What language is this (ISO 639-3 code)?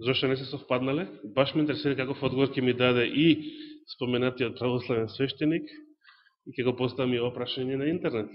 mkd